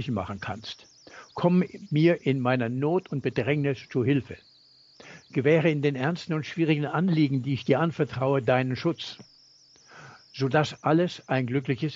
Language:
German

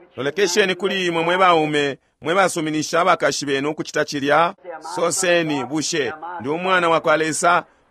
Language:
Bemba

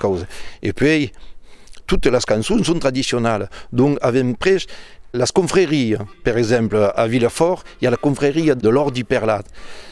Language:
Occitan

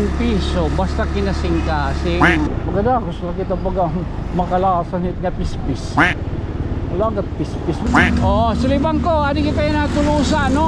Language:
Waray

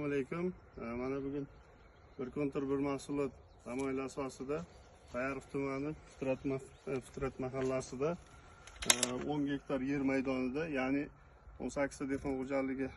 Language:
Uzbek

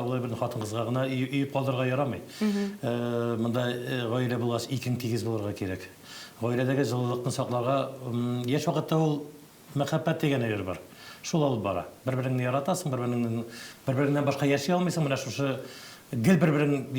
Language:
Tatar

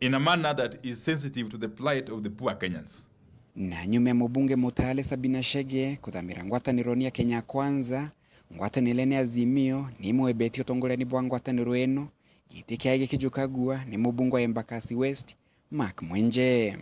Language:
Meru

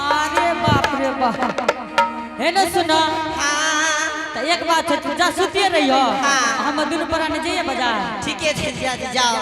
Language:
Angika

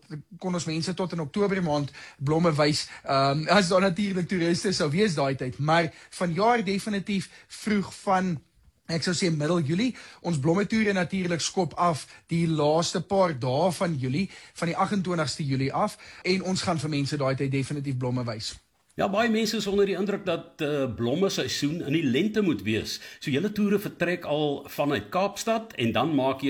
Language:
Afrikaans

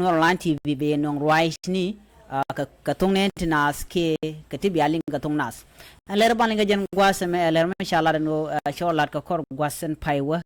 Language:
Nuer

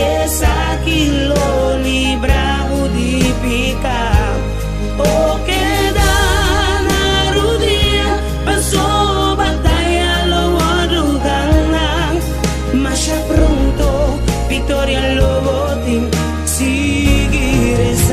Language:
Papiamento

